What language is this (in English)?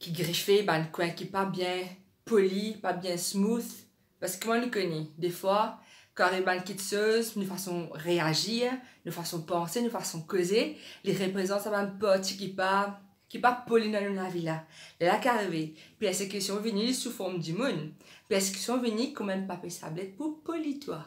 Morisyen